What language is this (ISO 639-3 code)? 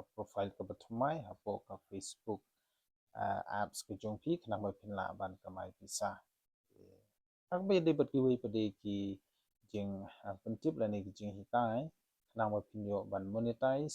kha